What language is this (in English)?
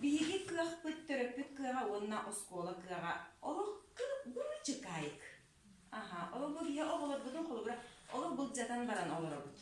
Yakut